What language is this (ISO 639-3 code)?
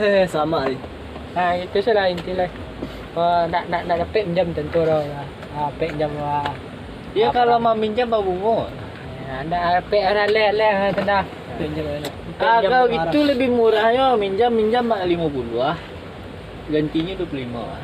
min